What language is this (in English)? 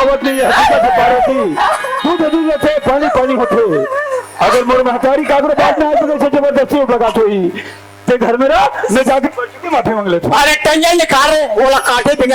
Chhattisgarhi